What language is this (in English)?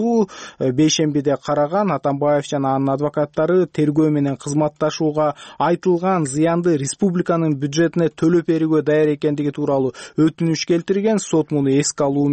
Kyrgyz